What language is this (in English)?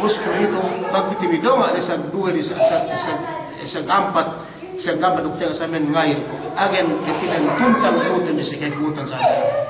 Yakan